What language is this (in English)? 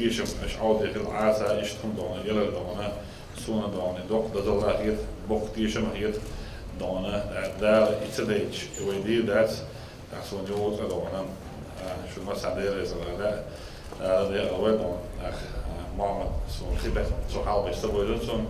Chechen